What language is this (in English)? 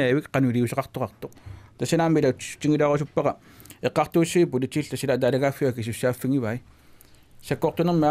Kalaallisut